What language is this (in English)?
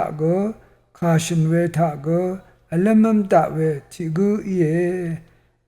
Rawang